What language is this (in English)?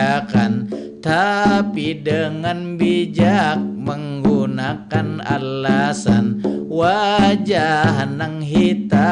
Banjar